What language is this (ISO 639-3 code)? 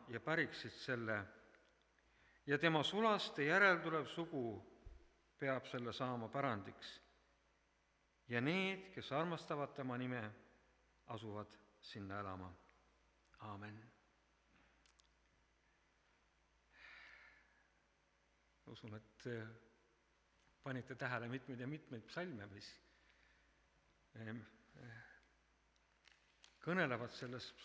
est